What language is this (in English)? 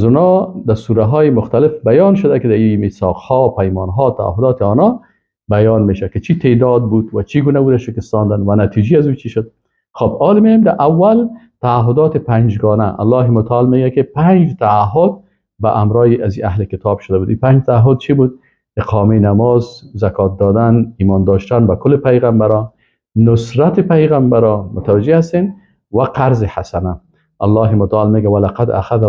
Persian